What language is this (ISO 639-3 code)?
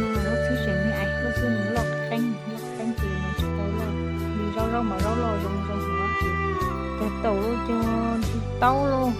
hmn